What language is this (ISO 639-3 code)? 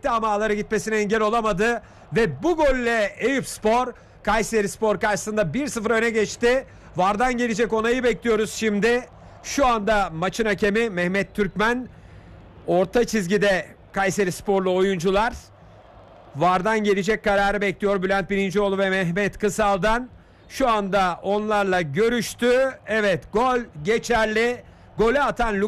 tur